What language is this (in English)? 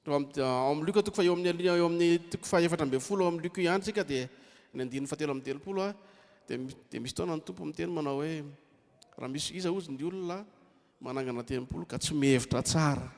Malagasy